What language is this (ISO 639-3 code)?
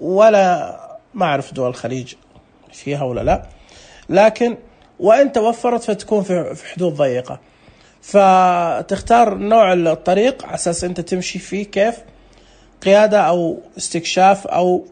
ars